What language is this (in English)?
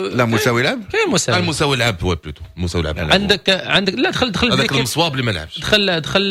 Moroccan Arabic